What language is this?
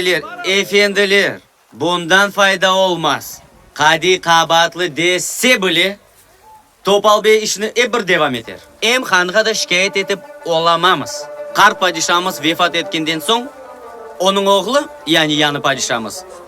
Crimean Tatar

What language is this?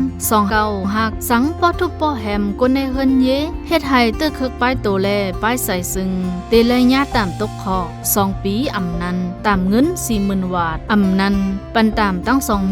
Shan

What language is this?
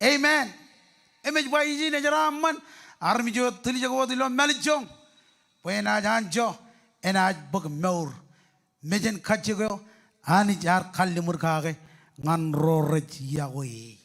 Marshallese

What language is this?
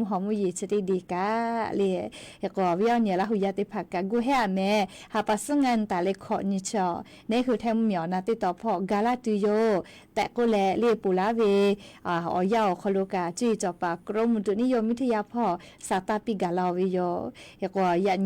Lahu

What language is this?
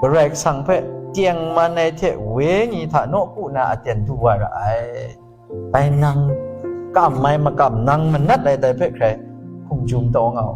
Kachin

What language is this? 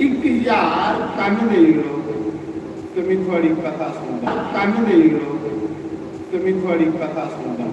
Dogri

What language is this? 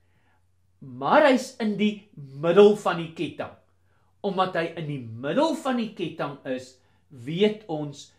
Afrikaans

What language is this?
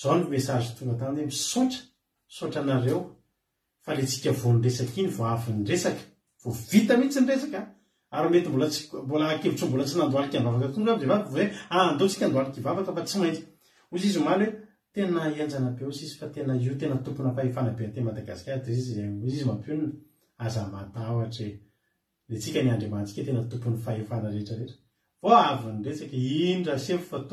Malagasy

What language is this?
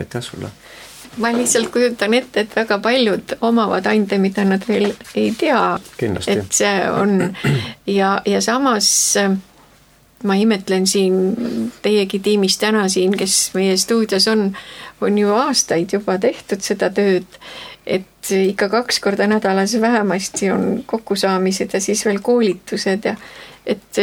Estonian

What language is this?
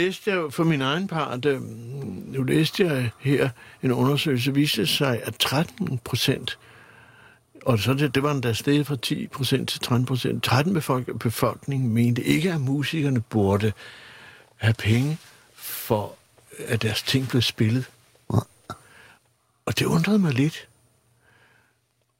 Danish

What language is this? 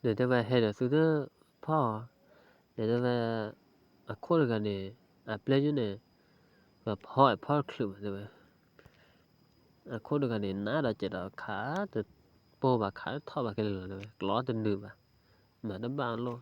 S'gaw Karen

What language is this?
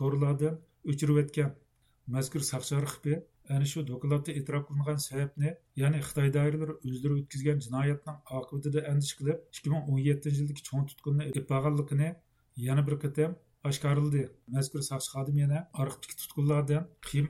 Uyghur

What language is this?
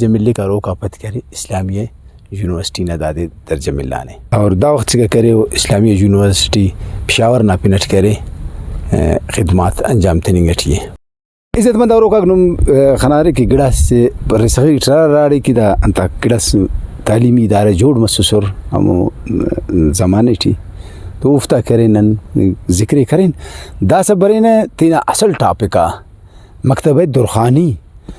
Brahui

